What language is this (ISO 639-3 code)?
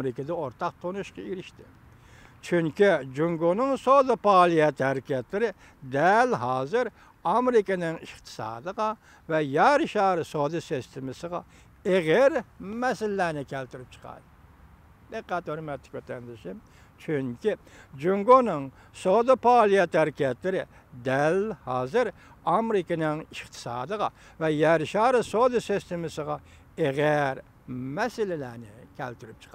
uig